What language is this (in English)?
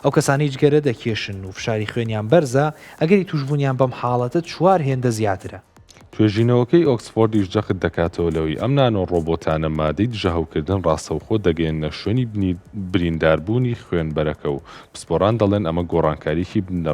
Central Kurdish